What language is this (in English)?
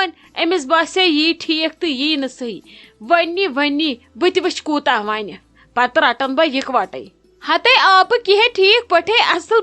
Kashmiri